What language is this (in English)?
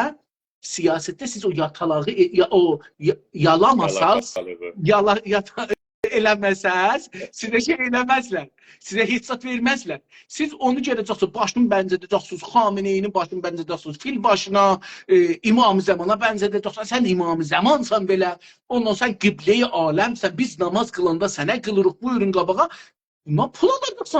South Azerbaijani